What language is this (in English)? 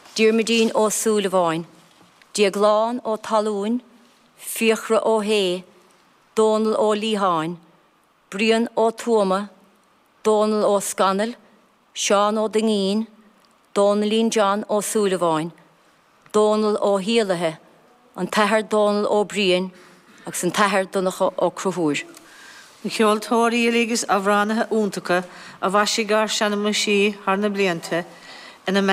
Irish